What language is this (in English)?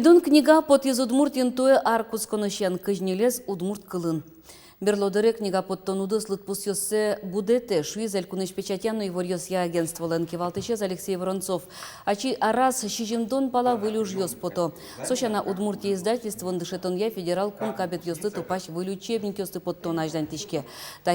Udmurt